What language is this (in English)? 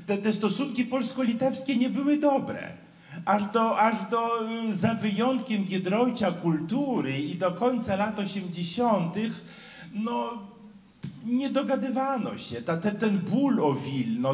Polish